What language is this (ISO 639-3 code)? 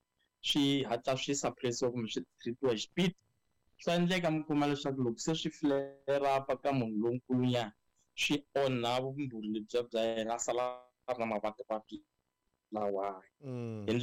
tso